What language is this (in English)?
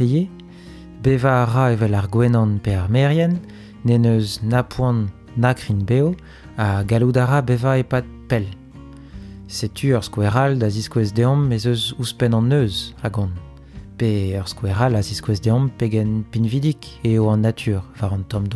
Breton